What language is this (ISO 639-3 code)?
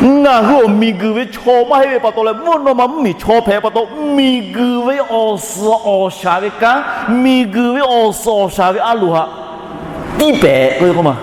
lhu